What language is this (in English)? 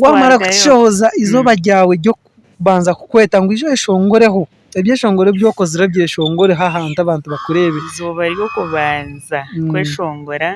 Nyankole